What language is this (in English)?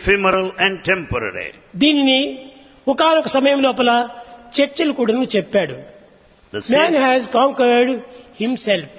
Telugu